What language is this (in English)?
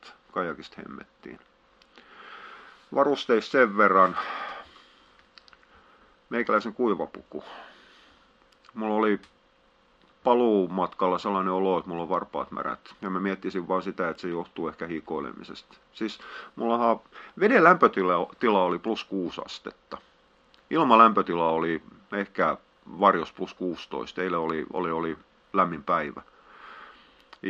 Finnish